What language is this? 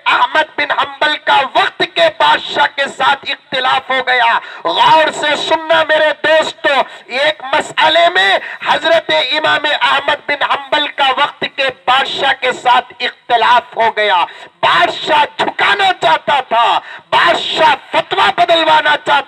Urdu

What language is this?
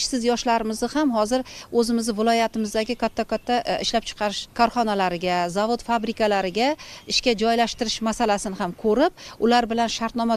Uzbek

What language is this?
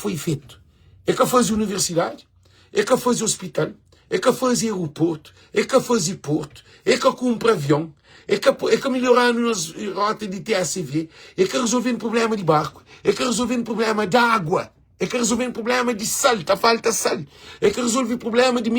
Kabuverdianu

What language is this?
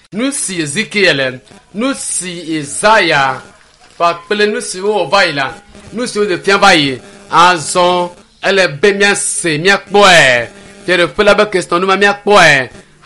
Ewe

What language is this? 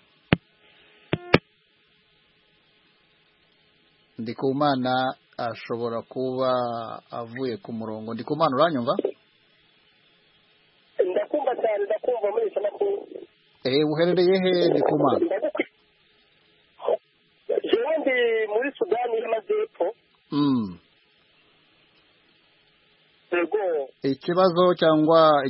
Kinyarwanda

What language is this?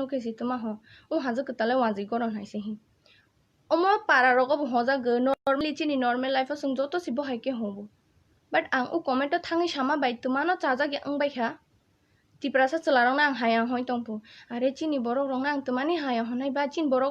Kok Borok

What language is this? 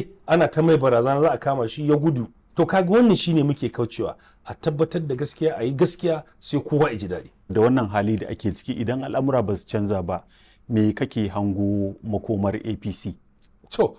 Hausa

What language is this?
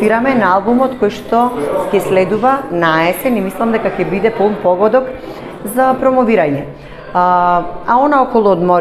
Macedonian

